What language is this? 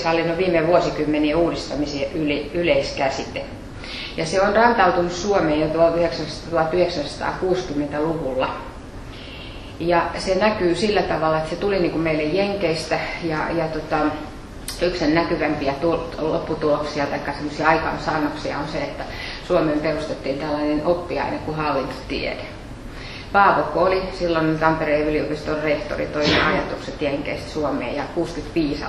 Finnish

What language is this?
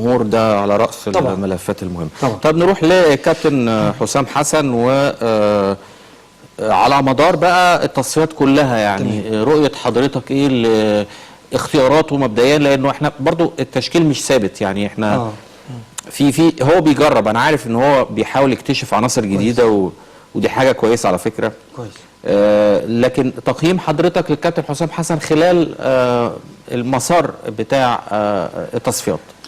Egyptian Arabic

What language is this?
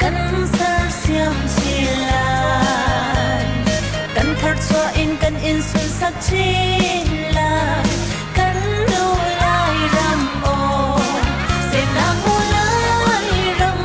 Hakha Chin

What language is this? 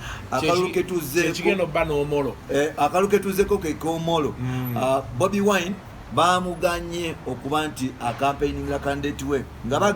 Ganda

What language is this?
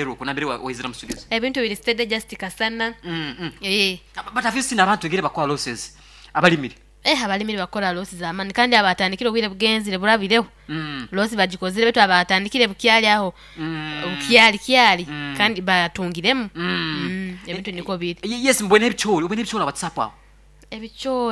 Nyoro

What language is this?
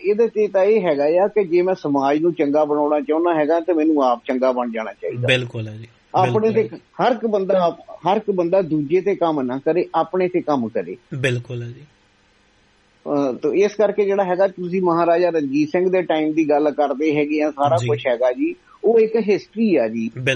Punjabi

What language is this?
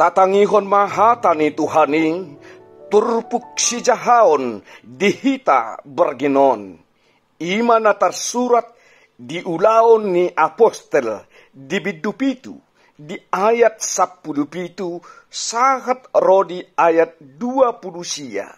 Batak Toba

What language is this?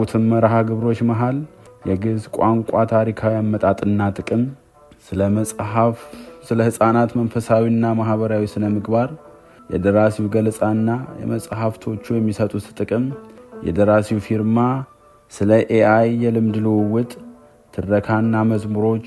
Amharic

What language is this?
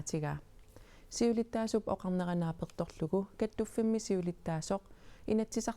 Kalaallisut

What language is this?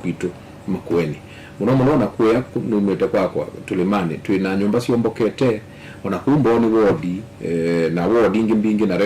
Kamba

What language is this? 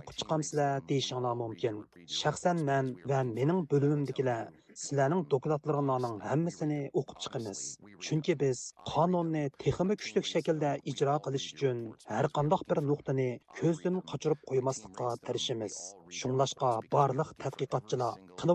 Uyghur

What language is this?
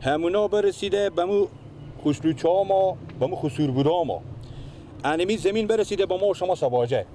Persian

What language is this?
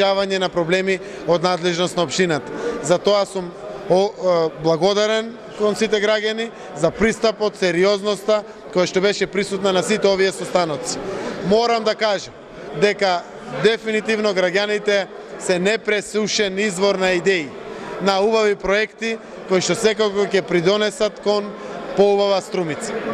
Macedonian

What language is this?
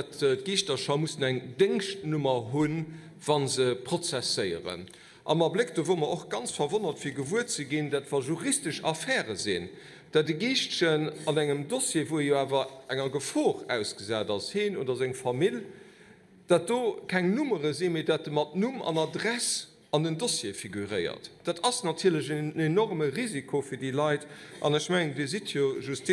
Luxembourgish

